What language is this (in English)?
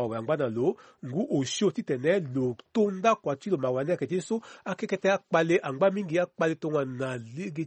Sango